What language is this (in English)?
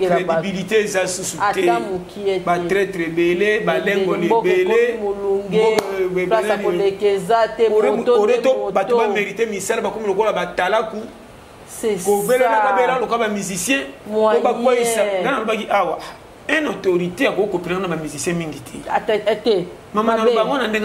Lingala